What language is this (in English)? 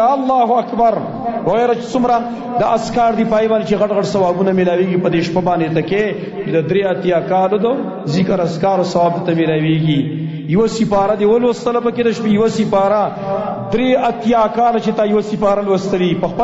Pashto